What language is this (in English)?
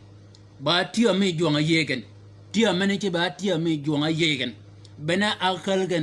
Shilluk